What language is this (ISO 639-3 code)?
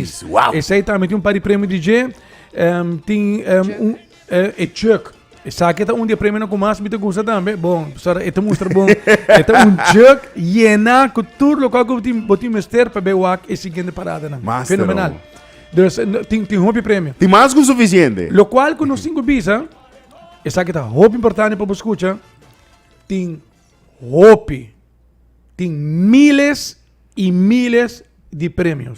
pap